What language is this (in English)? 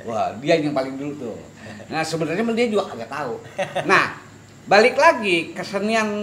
Betawi